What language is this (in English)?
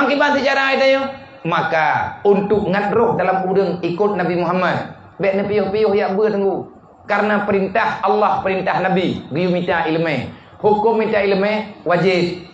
Achinese